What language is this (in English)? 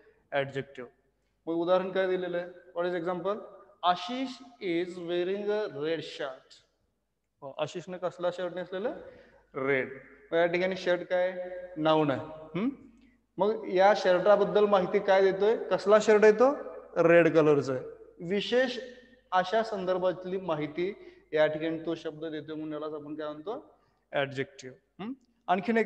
Marathi